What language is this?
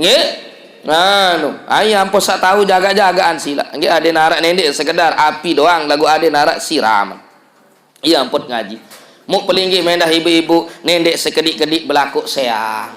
Sasak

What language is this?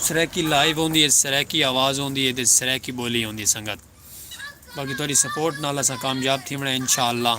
Saraiki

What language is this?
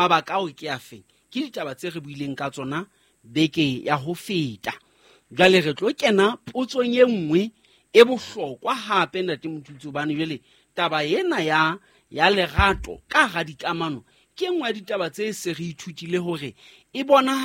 Southern Sotho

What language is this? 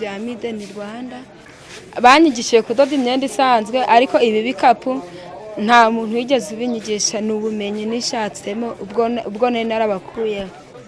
Kinyarwanda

